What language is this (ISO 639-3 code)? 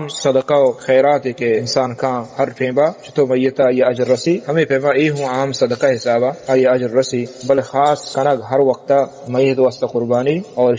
bal